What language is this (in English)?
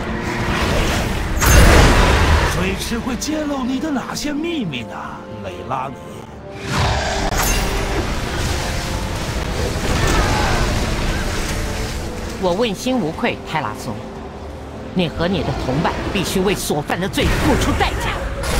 Chinese